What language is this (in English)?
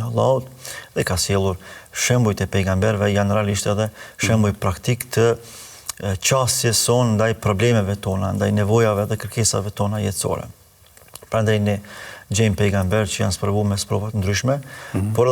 Albanian